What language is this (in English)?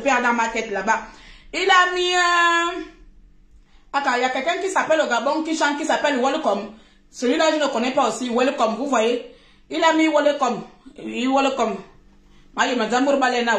French